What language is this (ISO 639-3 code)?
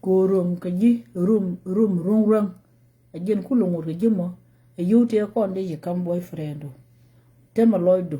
nus